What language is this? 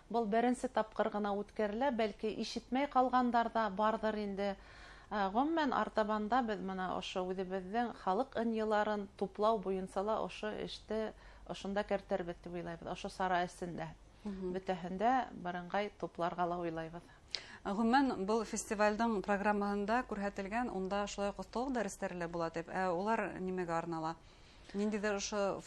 Bashkir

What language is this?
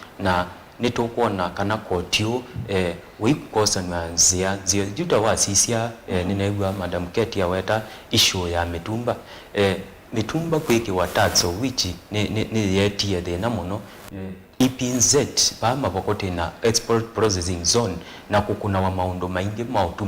Kamba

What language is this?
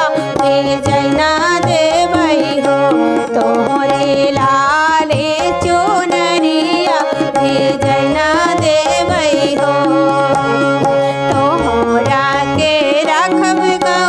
Bhojpuri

